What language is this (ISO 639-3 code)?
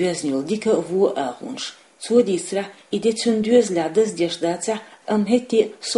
che